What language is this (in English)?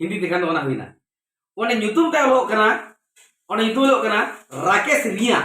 Santali